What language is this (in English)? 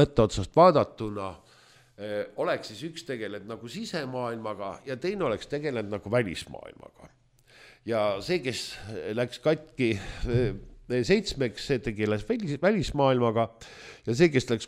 Estonian